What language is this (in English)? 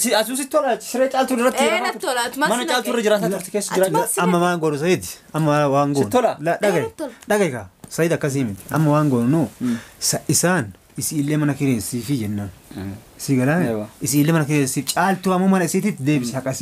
Oromo